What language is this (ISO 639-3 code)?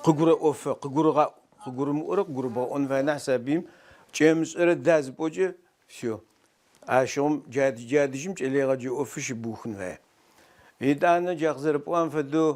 ady